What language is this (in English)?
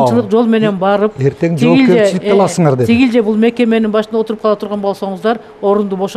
Kyrgyz